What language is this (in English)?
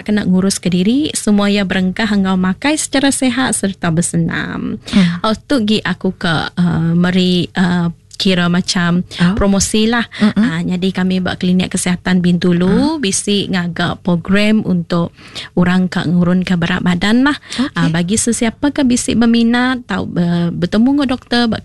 Iban